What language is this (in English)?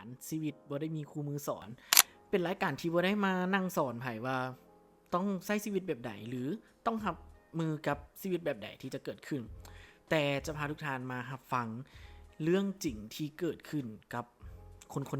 Lao